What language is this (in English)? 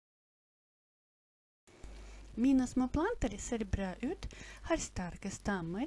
Norwegian